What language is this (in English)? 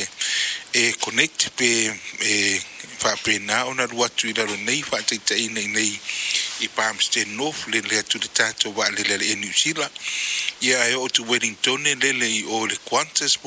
Samoan